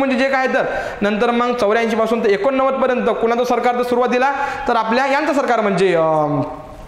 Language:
Marathi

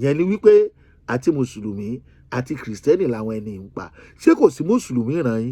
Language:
Yoruba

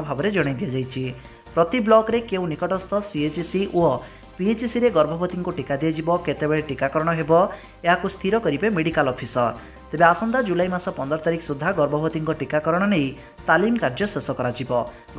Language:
Odia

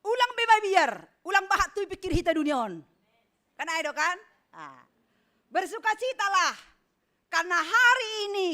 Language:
Batak Simalungun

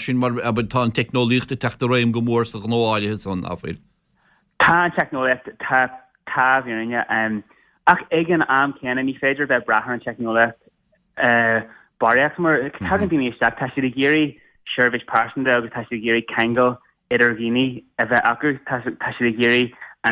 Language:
Irish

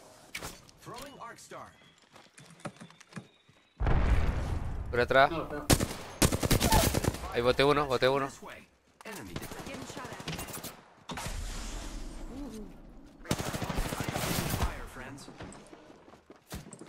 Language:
Spanish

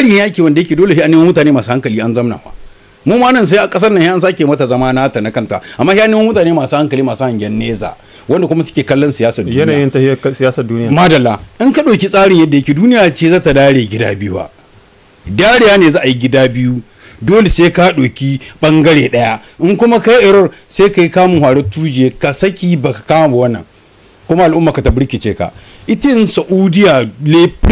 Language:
Hausa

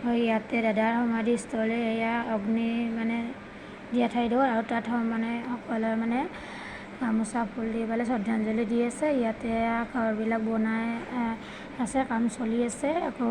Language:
Assamese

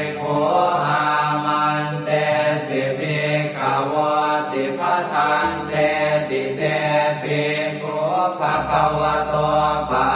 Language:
Pali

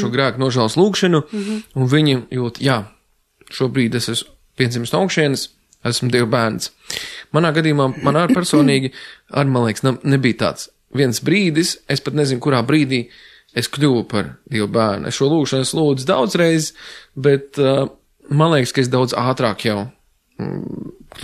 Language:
Latvian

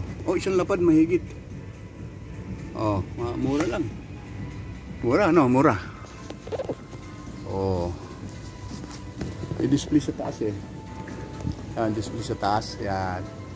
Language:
Filipino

